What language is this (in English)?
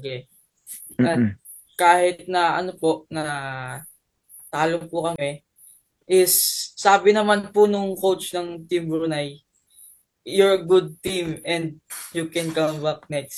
Filipino